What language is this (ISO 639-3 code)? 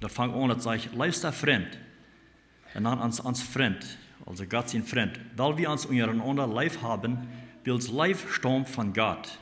pdt